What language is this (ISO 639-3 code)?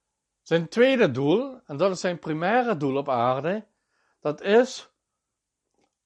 nld